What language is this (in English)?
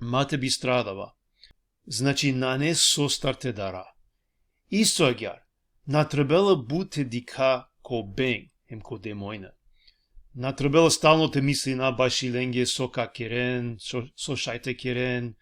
Balkan Romani